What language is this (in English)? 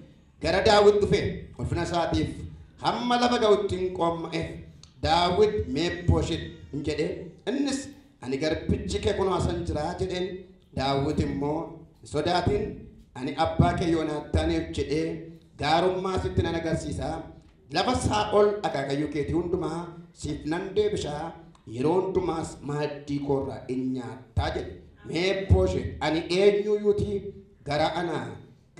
Oromo